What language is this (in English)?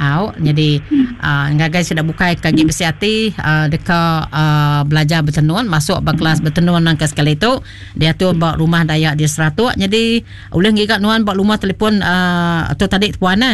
Iban